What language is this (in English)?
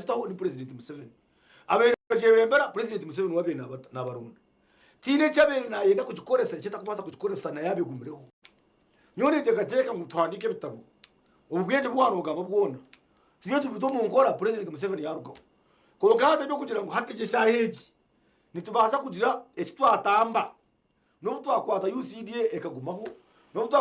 Nyankole